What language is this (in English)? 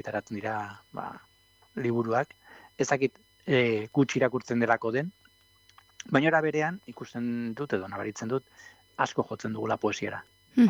Basque